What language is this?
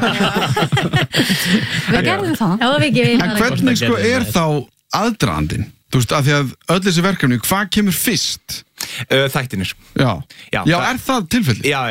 Icelandic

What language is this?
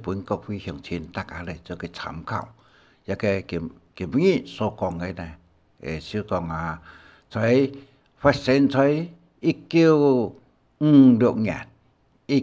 Hakka Chinese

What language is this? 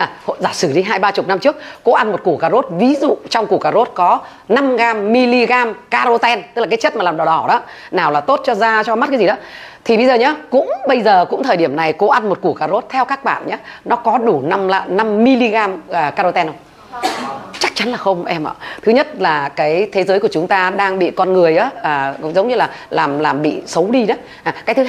Vietnamese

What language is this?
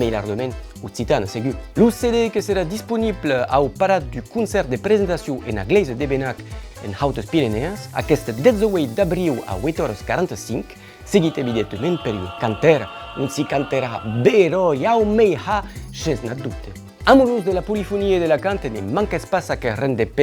Occitan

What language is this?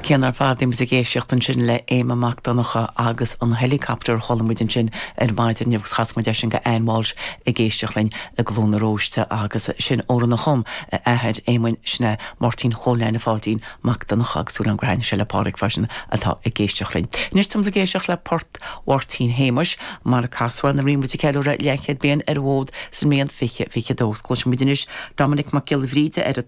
Irish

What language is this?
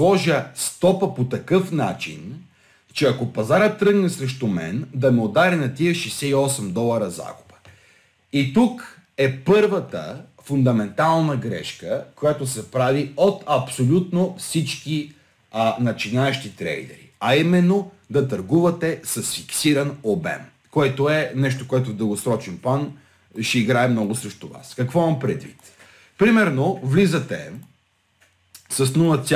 Bulgarian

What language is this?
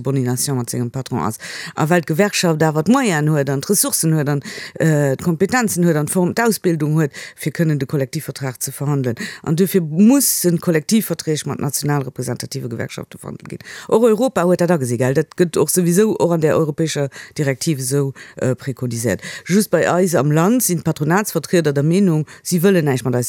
Luxembourgish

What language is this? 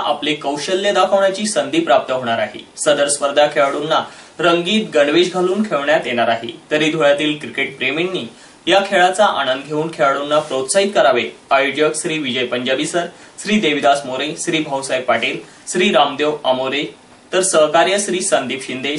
Marathi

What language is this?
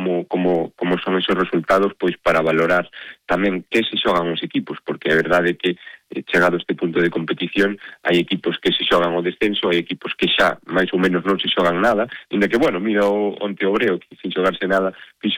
Galician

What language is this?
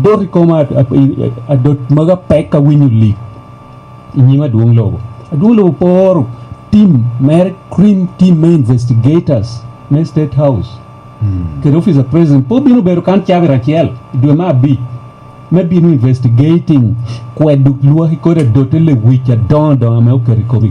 Lango (Uganda)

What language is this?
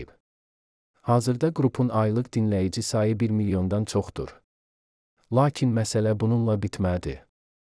Azerbaijani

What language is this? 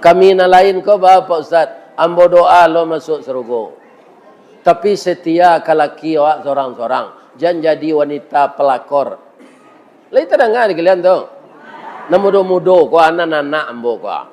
Minangkabau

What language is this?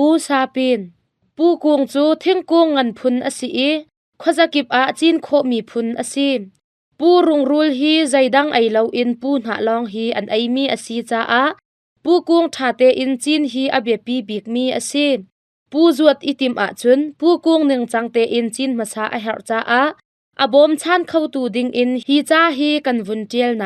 Hakha Chin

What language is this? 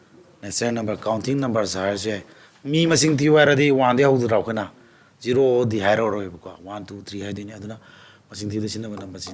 Manipuri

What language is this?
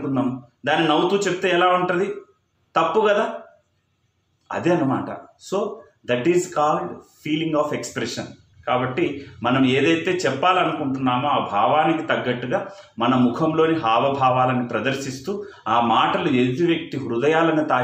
Telugu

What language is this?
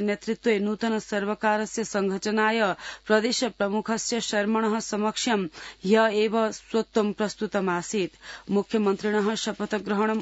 Sanskrit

